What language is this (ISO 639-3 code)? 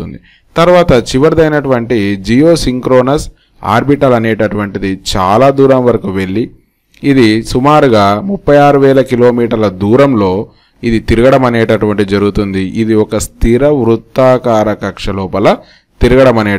tel